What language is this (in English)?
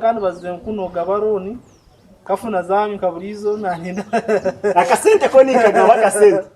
Nyankole